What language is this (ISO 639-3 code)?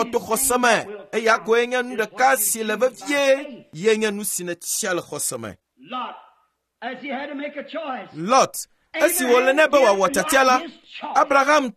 ewe